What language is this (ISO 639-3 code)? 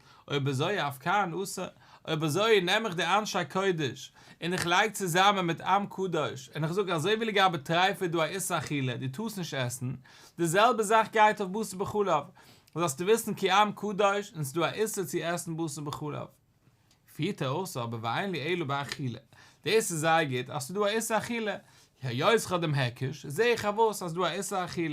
yid